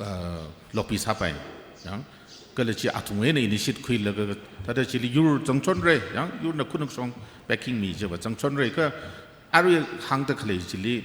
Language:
Tangkhul Naga (India)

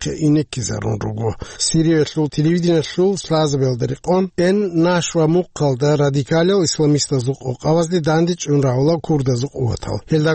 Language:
Avaric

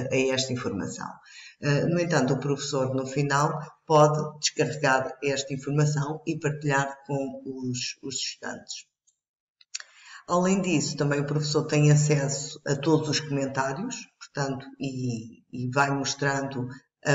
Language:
Portuguese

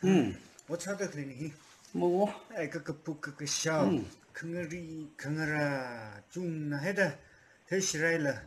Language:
Tangkhul Naga (India)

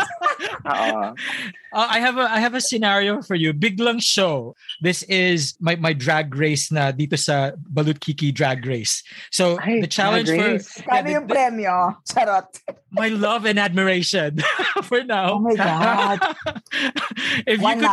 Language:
Filipino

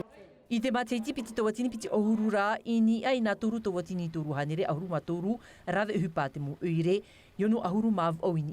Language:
Tahitian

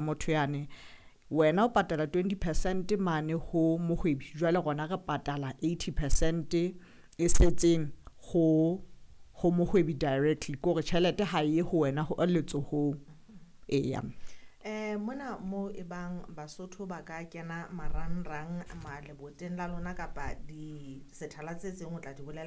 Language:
Southern Sotho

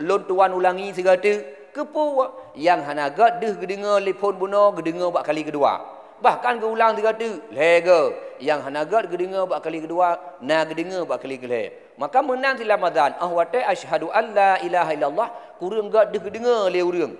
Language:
Achinese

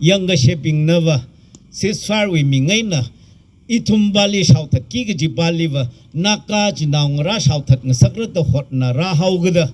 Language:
Tangkhul Naga (India)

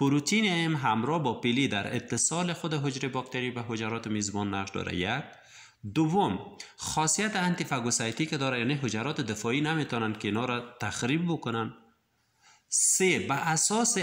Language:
Persian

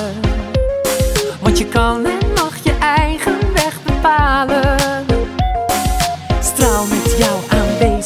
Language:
Dutch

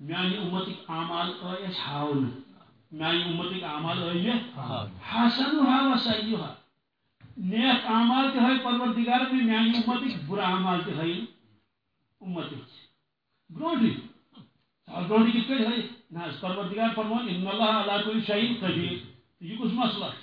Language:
Kashmiri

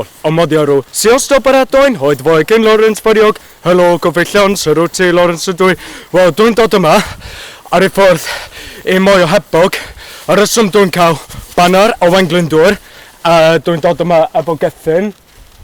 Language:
Welsh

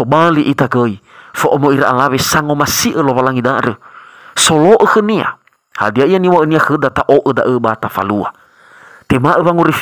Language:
Nias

